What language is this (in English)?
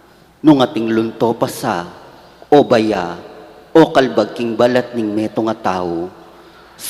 Pampanga